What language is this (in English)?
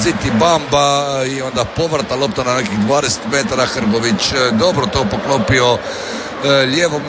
Croatian